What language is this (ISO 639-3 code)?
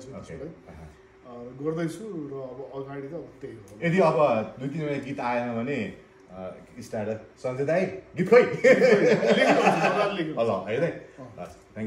nep